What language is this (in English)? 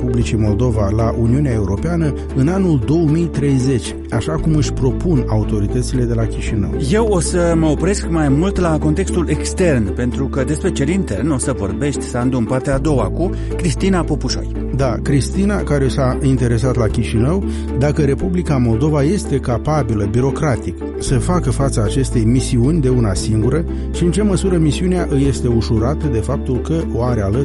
Romanian